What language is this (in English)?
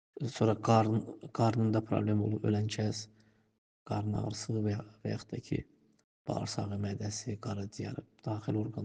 Azerbaijani